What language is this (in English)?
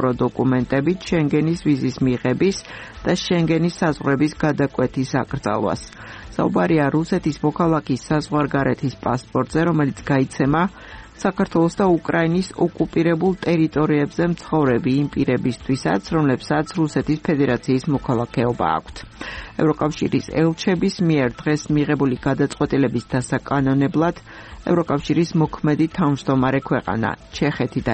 Georgian